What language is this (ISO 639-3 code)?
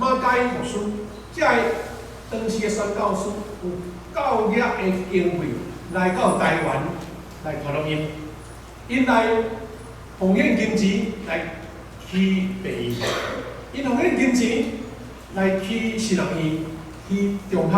nan